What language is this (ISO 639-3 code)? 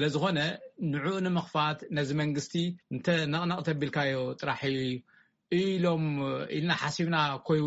tir